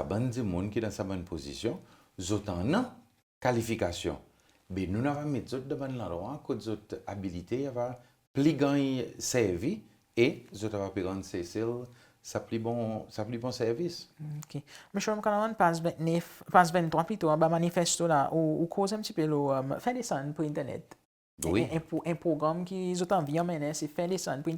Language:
Seselwa Creole French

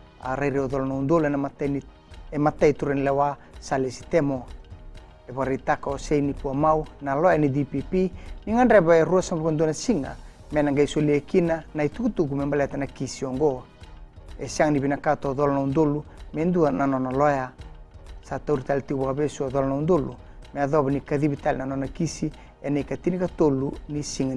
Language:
Fijian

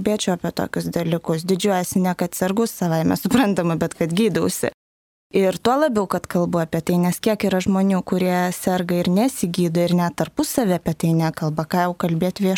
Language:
Lithuanian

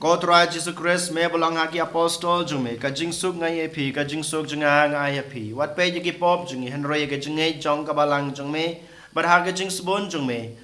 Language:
Khasi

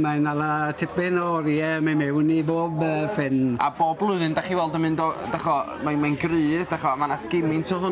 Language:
Welsh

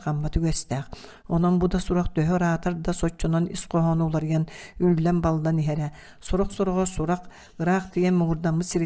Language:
Yakut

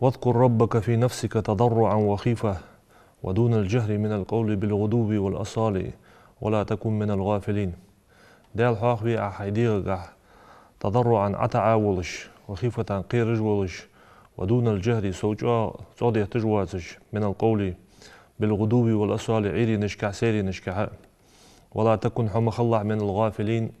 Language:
Ingush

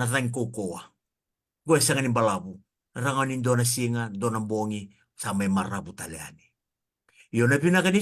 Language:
Fijian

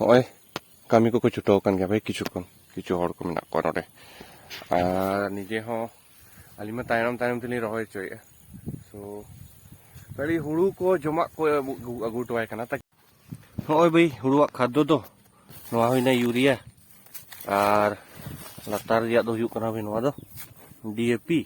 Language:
Santali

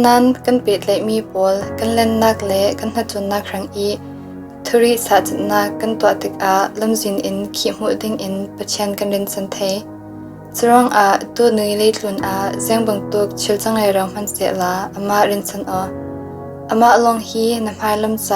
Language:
Falam Chin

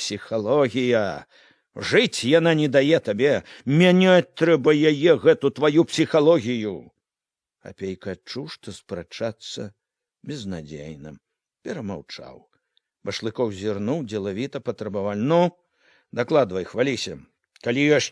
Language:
Belarusian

